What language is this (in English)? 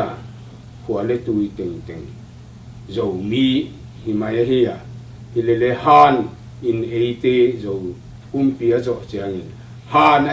Tedim Chin